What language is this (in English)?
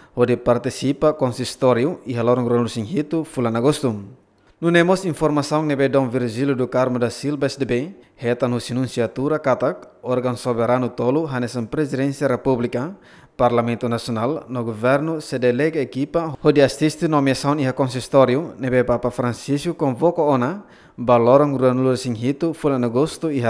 Tetum